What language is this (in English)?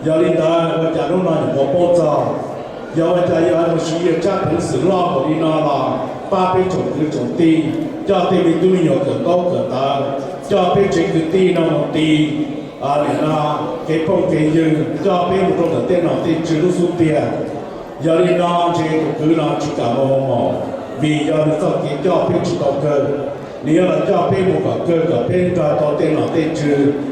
Hmong